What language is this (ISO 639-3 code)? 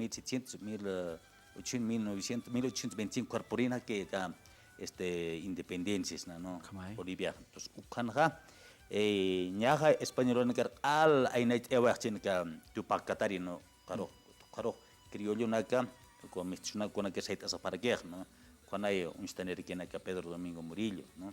aym